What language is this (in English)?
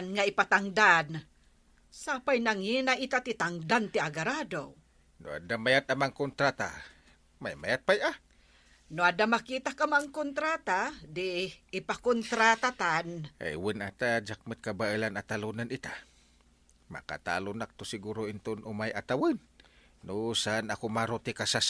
Iloko